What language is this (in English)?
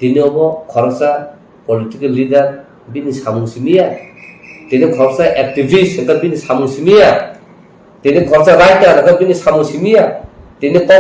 Kok Borok